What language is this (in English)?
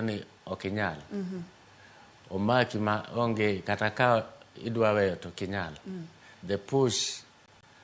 Luo (Kenya and Tanzania)